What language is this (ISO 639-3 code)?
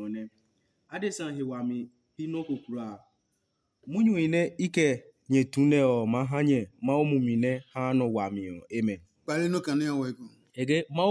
ada